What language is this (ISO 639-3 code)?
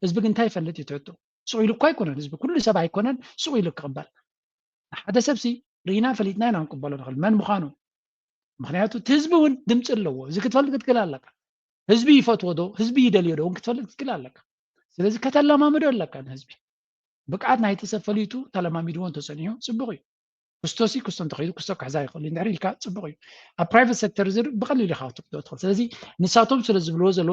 tir